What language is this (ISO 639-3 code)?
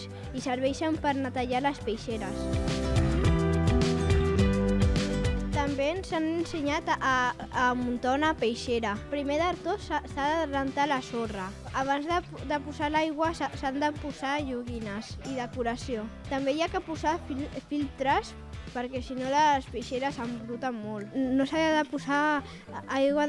cat